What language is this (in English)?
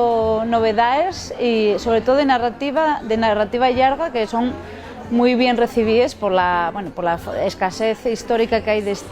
Asturian